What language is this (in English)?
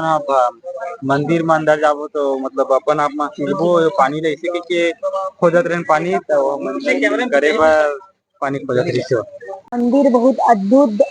Chhattisgarhi